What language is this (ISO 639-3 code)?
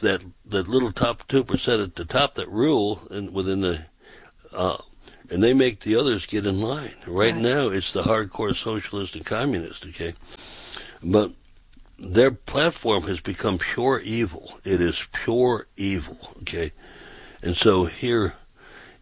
eng